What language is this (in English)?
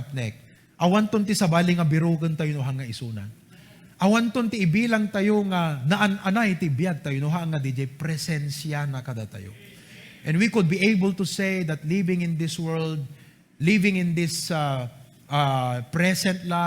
Iloko